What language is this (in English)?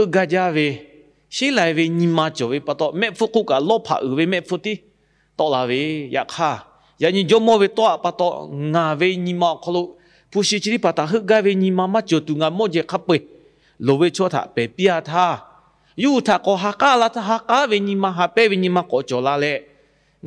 Lahu